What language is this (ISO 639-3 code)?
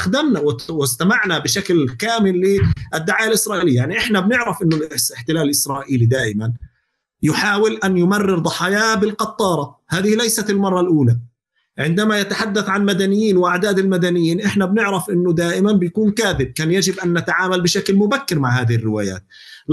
apc